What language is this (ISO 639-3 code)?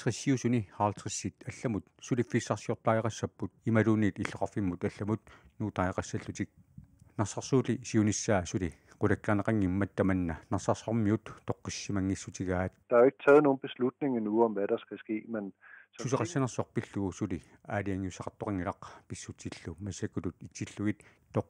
kal